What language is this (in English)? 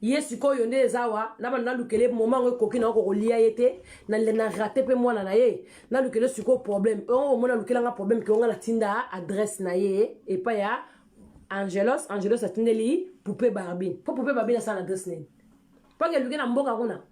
Lingala